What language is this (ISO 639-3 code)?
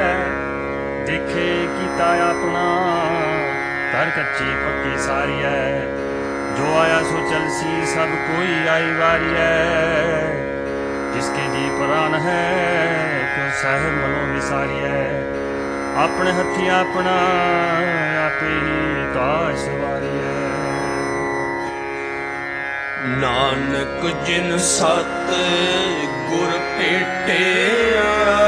pan